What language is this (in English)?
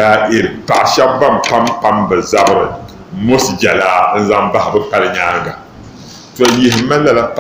Dagbani